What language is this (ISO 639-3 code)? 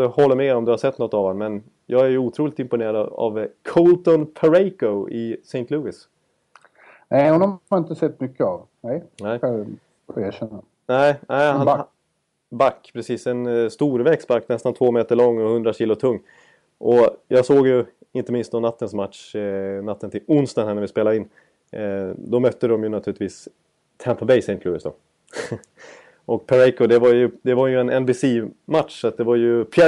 swe